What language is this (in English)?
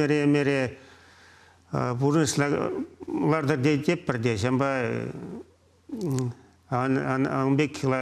Chuvash